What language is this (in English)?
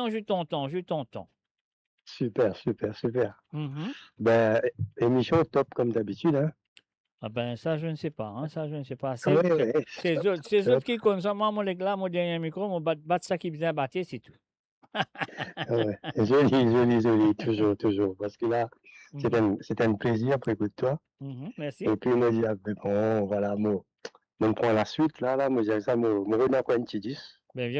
Morisyen